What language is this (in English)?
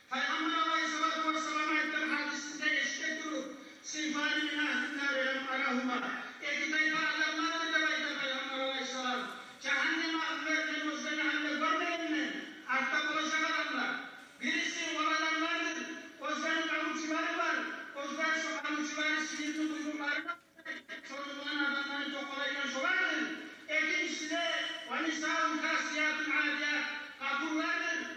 Kumyk